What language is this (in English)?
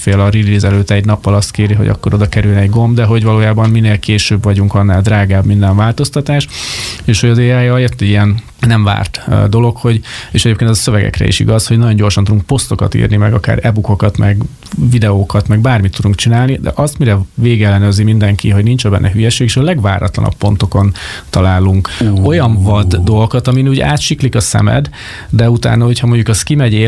Hungarian